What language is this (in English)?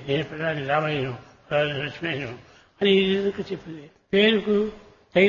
Telugu